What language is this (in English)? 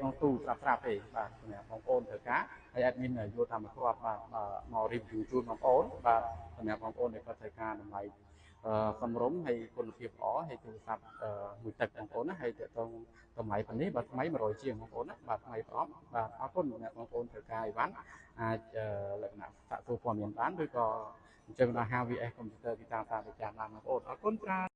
Khmer